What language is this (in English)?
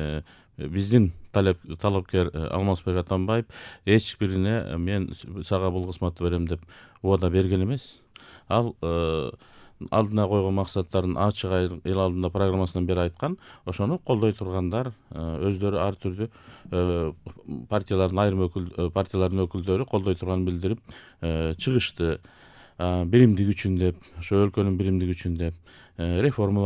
Kyrgyz